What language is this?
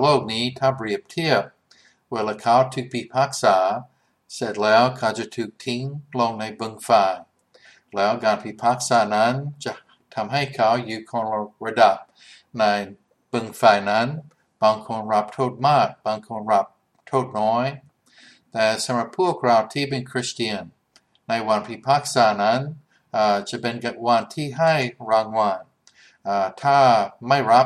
Thai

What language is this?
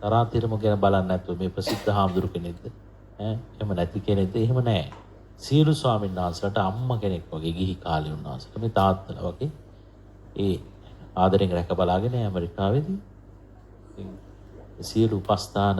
Sinhala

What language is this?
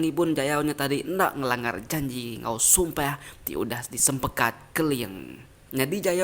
Iban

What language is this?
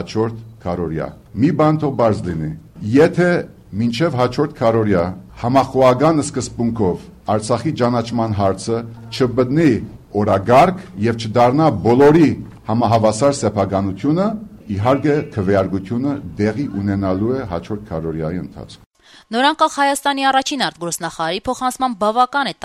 Armenian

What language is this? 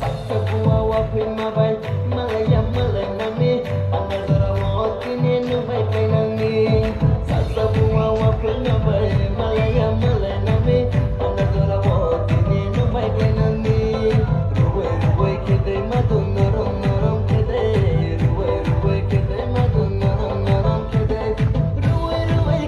Kok Borok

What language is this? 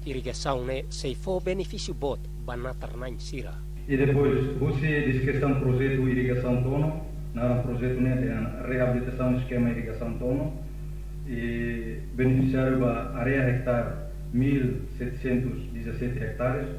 Tetum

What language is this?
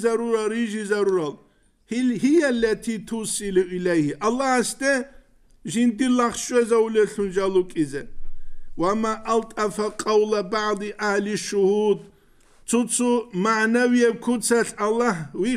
Avaric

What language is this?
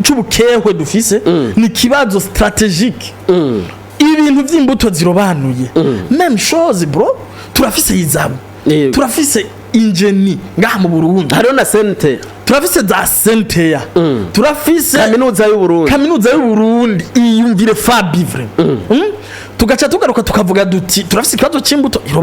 Rundi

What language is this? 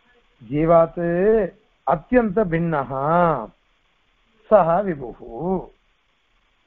Tamil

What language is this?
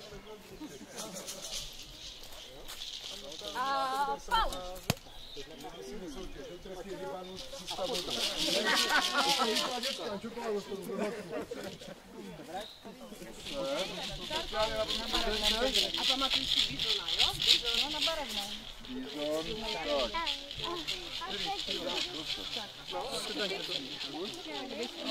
Czech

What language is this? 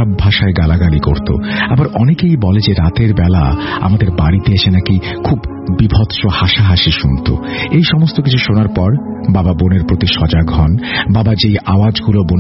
Bangla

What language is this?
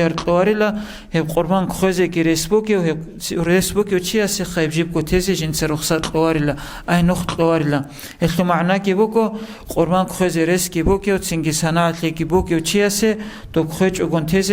Avaric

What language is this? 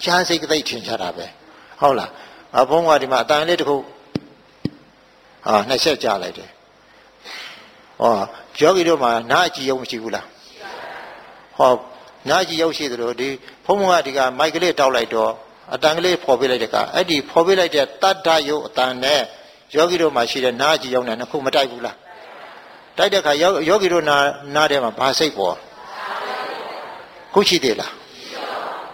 Burmese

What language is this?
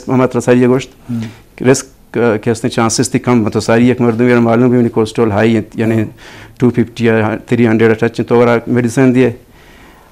Eastern Balochi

